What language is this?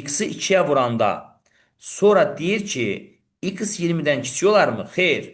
Azerbaijani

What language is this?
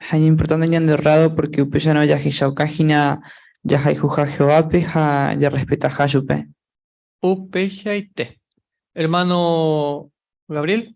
Guarani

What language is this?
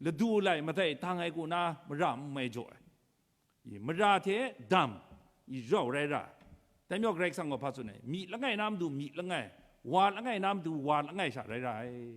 Kachin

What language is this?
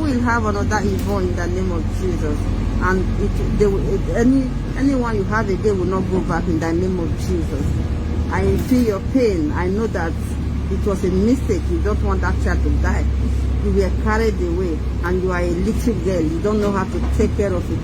Nigerian Pidgin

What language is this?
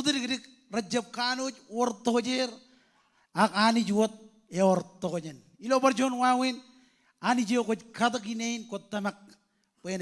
Marshallese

